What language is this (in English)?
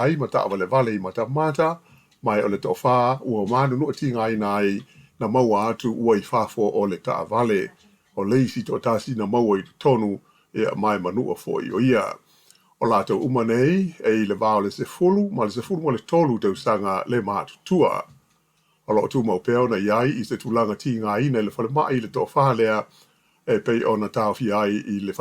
Samoan